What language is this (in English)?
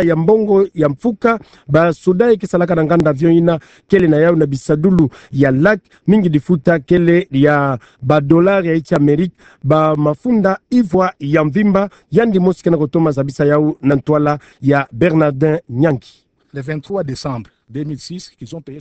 Kituba (Democratic Republic of Congo)